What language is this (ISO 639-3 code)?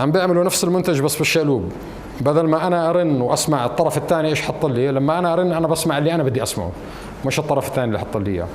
apc